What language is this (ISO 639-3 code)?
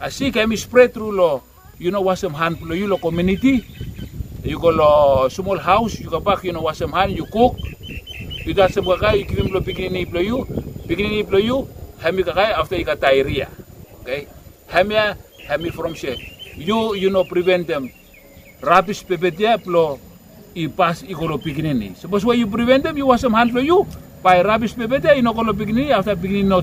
bis